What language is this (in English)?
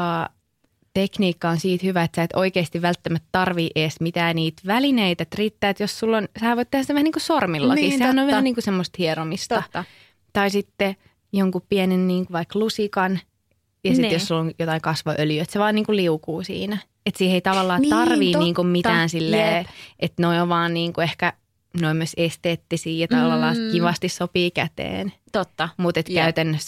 Finnish